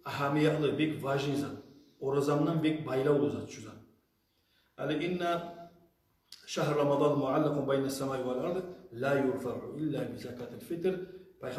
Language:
Kumyk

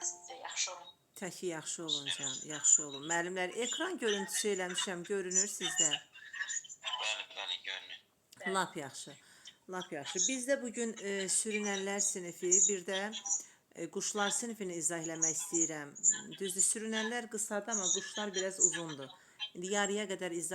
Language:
Azerbaijani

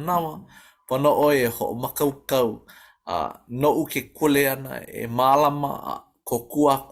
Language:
Hawaiian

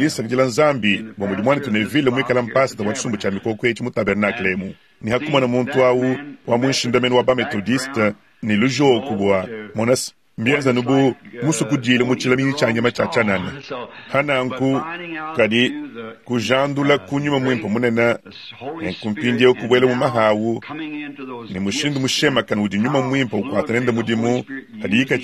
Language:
Luba-Lulua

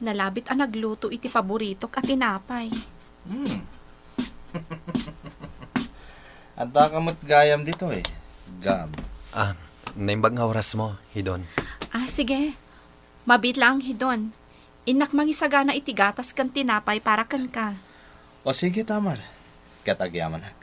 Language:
Iloko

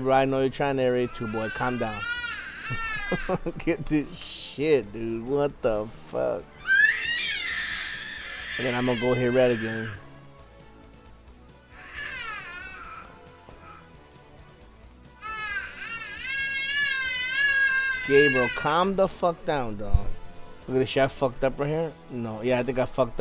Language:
English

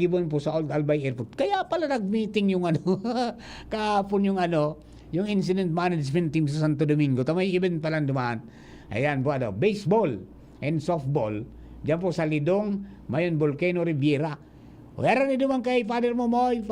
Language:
Bikol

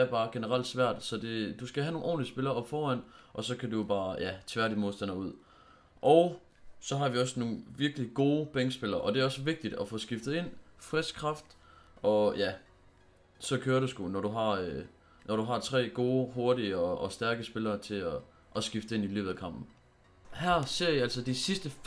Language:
Danish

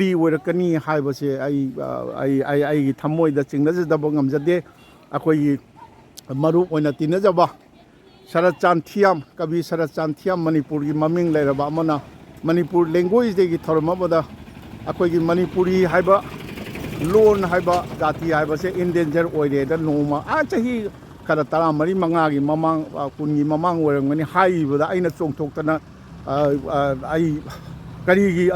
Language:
Manipuri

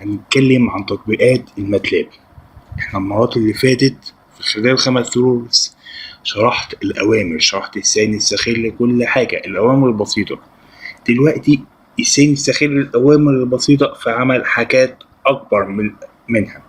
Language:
Egyptian Arabic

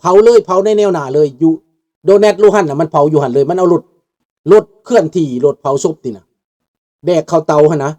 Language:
Lao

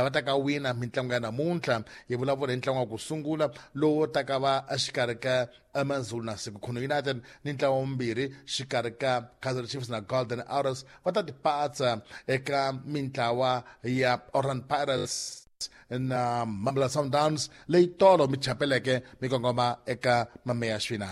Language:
Tsonga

